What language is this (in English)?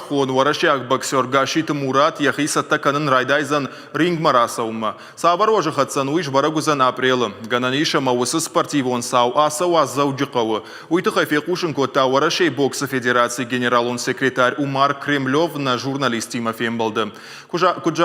Ossetic